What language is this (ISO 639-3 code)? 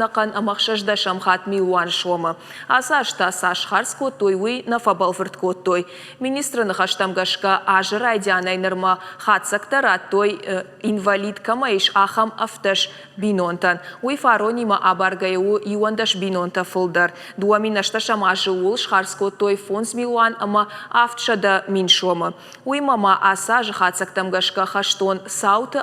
oss